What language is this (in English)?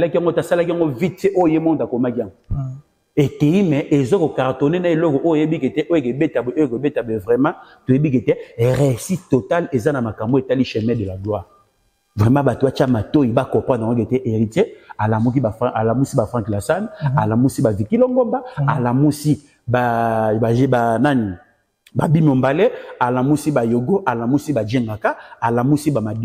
Lingala